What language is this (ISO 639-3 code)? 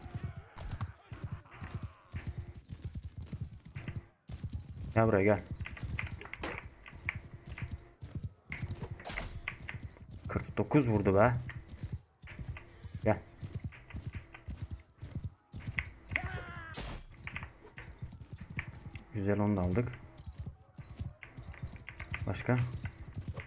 tur